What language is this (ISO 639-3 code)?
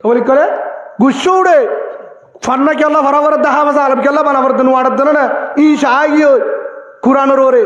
rhg